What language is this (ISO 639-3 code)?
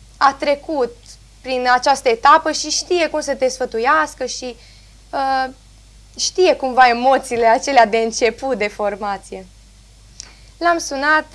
ron